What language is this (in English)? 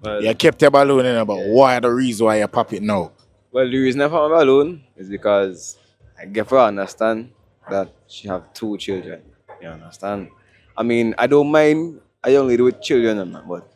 Jamaican Creole English